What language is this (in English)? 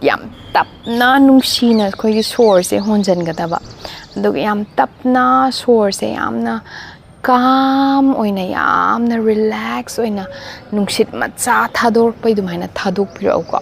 Manipuri